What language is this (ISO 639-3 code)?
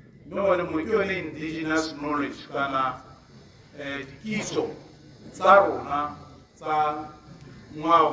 tsn